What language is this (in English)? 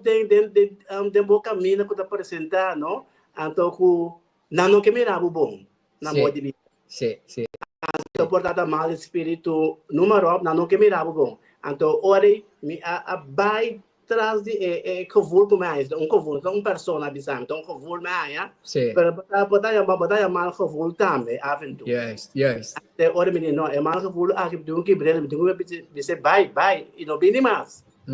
Papiamento